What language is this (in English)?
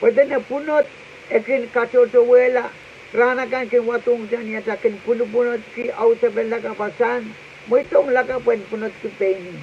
Pohnpeian